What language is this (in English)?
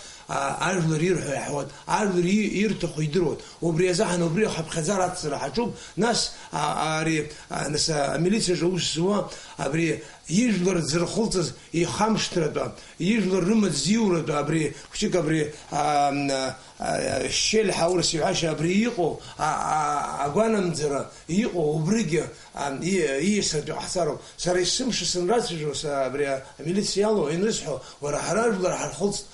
Abkhazian